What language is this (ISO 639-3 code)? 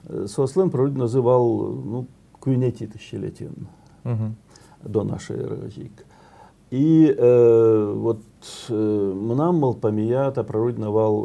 udm